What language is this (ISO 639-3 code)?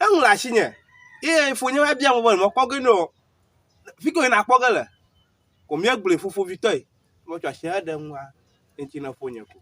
ewe